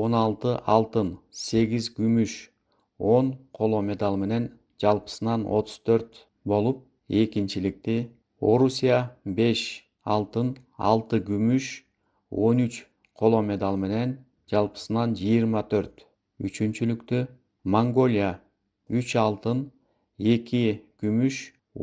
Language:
Kyrgyz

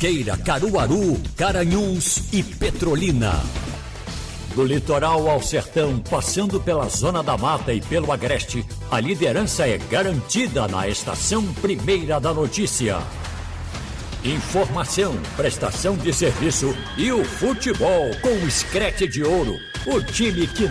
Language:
Portuguese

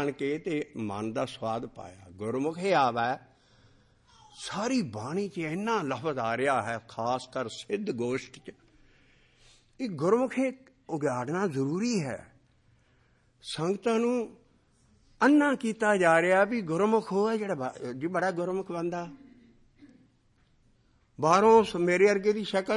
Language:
Punjabi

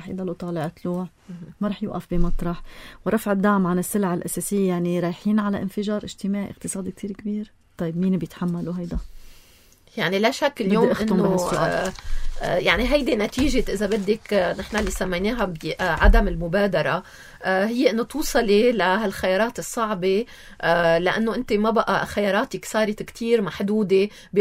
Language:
North Levantine Arabic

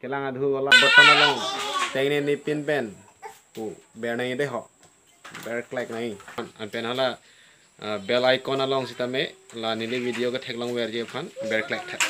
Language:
Karbi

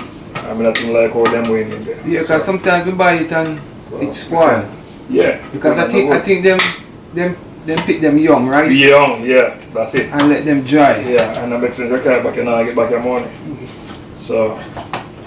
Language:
Jamaican Creole English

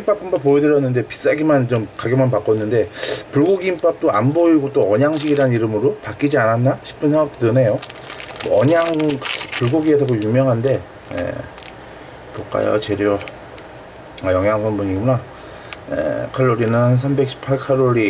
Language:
Korean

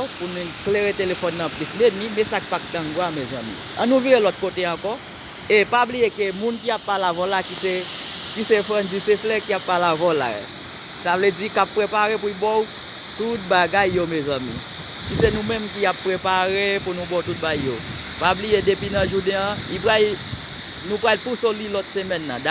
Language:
Haitian Creole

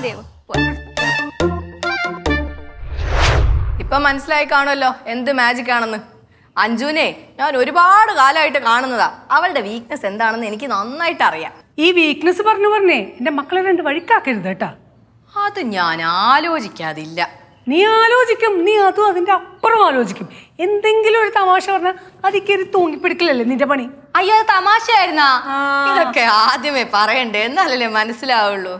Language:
Malayalam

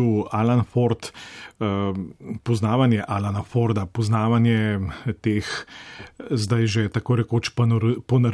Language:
Slovenian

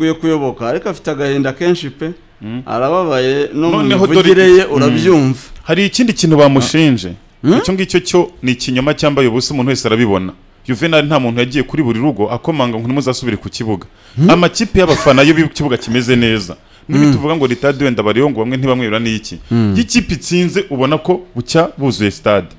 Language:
Kinyarwanda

